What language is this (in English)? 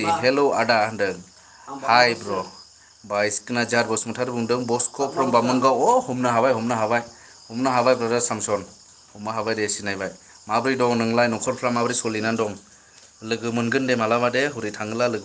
Bodo